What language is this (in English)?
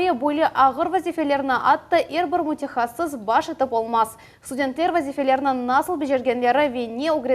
Crimean Tatar